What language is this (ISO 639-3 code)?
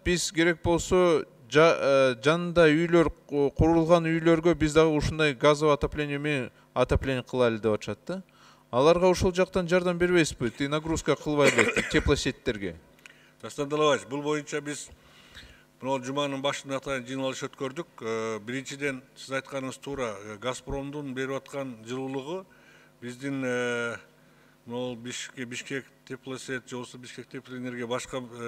kir